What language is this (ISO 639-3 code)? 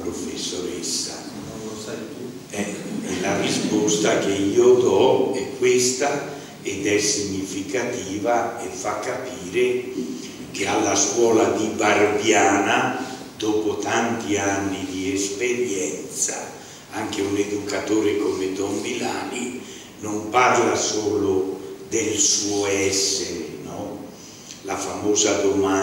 ita